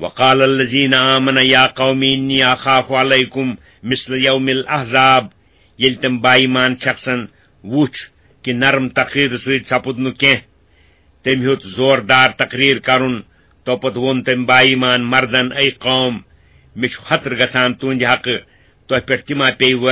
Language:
Kashmiri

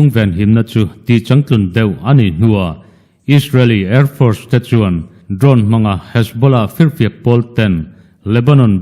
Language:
Mizo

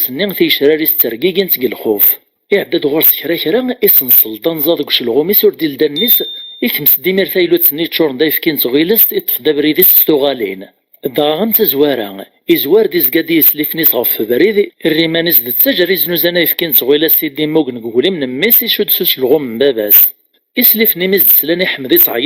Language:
Kabyle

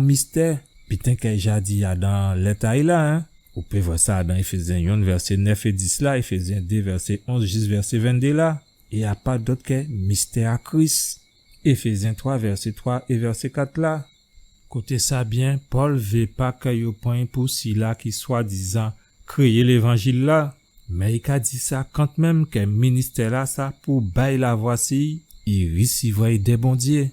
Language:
Guadeloupean Creole French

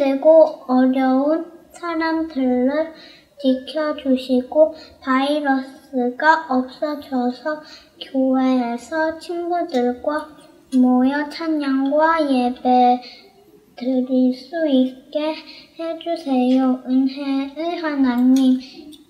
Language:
Korean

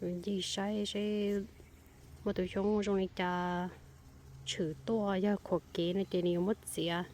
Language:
Hmong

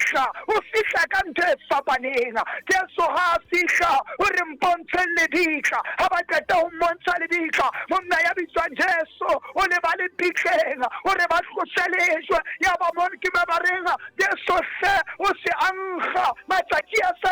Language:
Southern Sotho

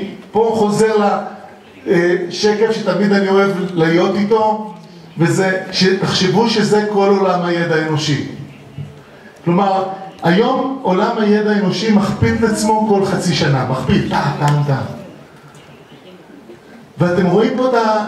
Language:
Hebrew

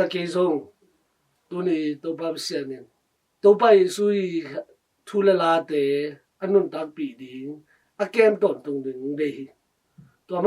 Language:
Tedim Chin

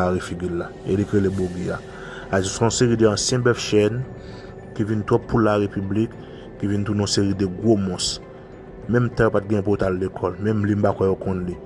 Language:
Haitian Creole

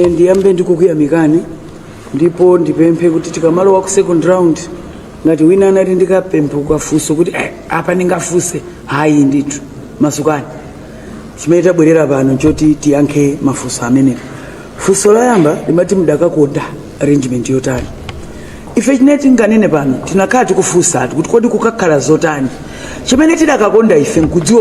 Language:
Nyanja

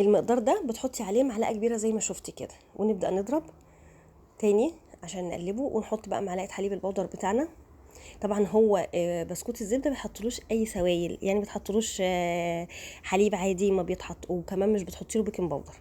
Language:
Egyptian Arabic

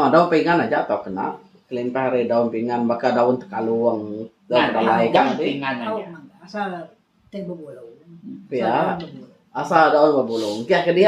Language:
Iban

